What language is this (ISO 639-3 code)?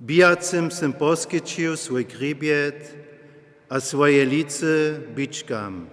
hsb